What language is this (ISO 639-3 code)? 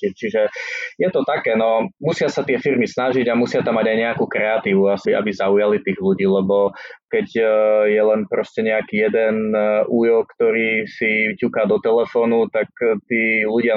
slk